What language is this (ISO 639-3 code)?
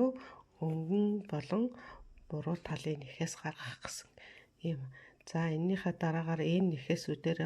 mon